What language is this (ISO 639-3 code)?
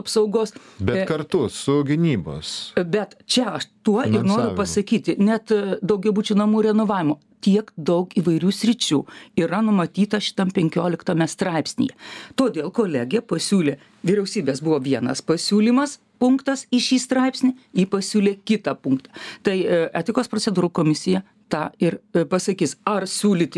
lit